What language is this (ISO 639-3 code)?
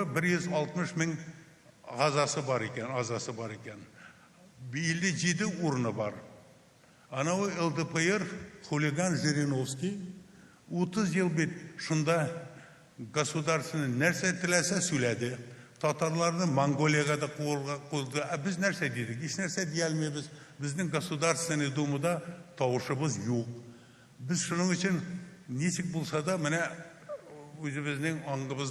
tat